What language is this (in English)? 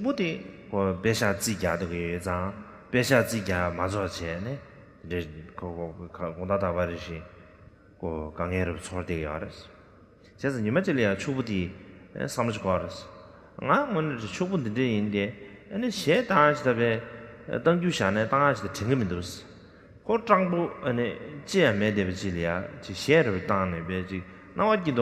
Tibetan